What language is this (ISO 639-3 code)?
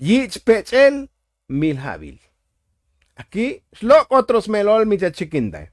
tzo